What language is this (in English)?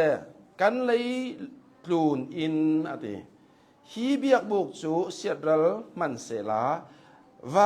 Hakha Chin